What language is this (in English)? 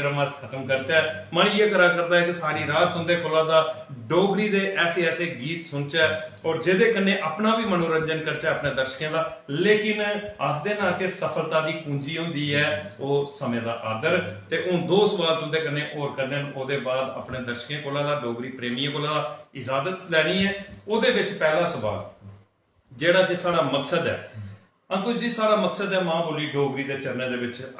Dogri